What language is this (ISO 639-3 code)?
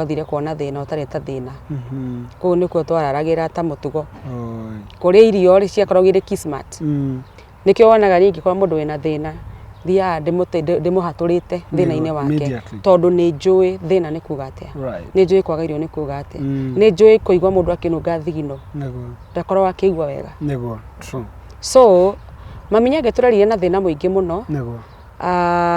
kik